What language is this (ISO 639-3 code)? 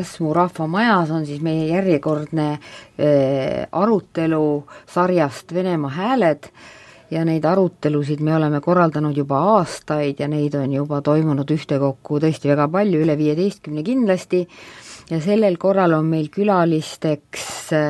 est